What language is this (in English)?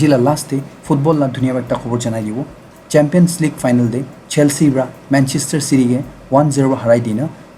Naga Pidgin